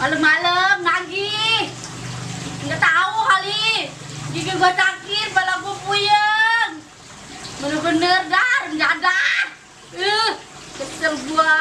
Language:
Betawi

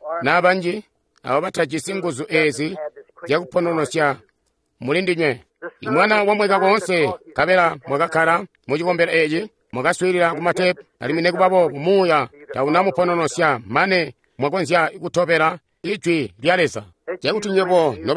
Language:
Tonga (Zambia)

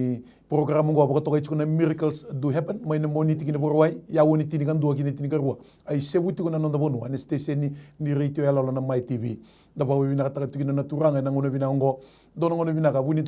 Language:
Fijian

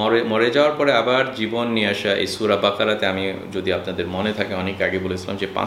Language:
Bangla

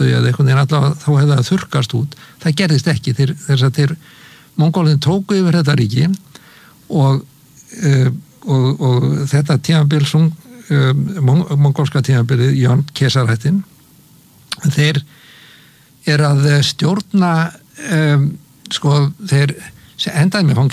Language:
Icelandic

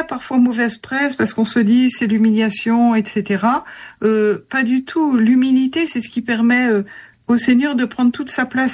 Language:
French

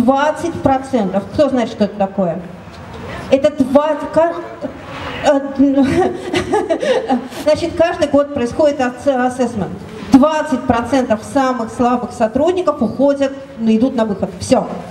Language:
Russian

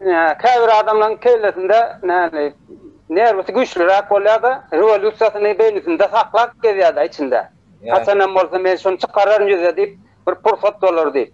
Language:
Turkmen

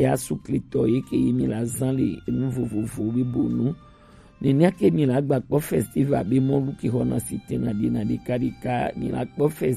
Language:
Gen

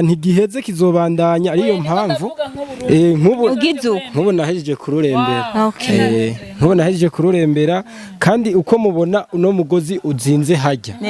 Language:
Rundi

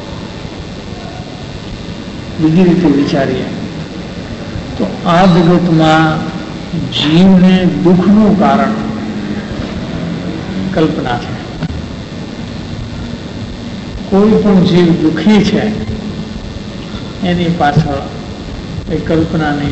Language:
Gujarati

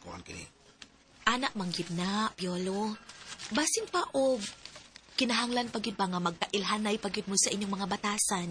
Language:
Cebuano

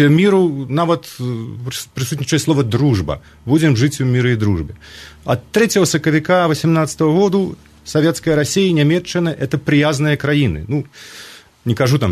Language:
Belarusian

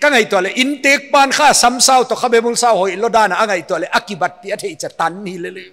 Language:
Paite Chin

